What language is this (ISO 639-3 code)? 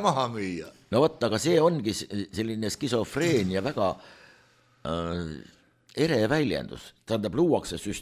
est